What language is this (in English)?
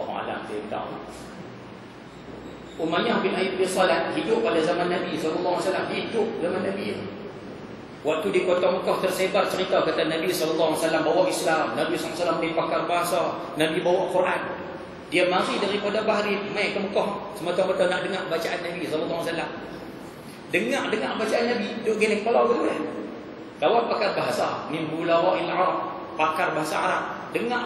Malay